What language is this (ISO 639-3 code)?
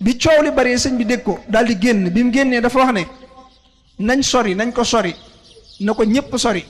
wol